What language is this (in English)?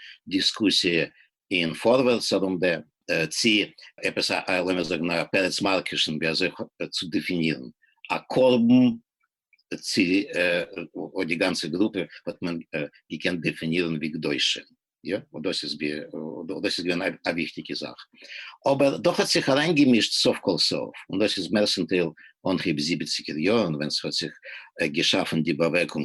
Yiddish